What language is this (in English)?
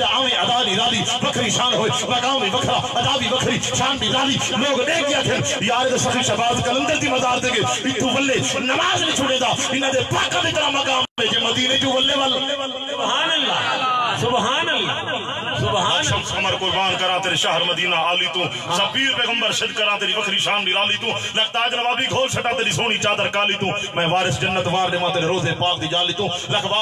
Saraiki